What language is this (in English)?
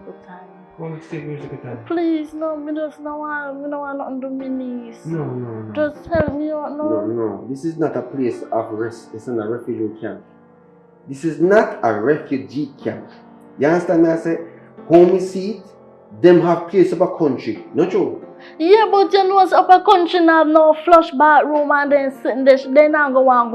Jamaican Creole English